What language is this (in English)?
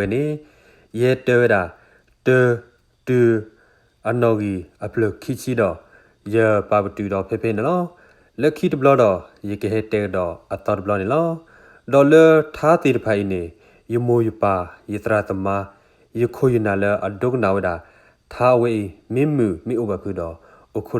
S'gaw Karen